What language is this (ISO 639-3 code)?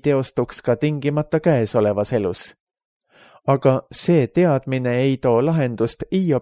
est